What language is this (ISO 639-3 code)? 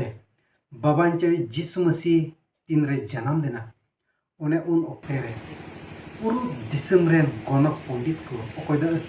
sat